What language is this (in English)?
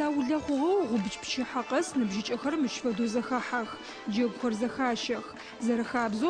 Adyghe